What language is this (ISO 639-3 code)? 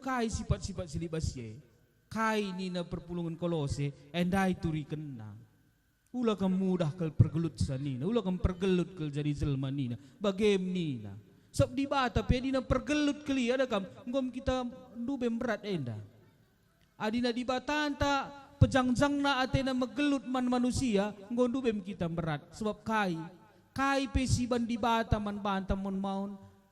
btx